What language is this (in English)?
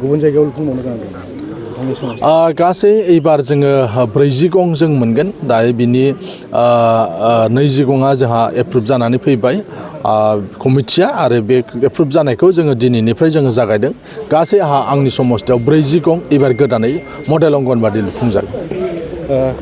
Bodo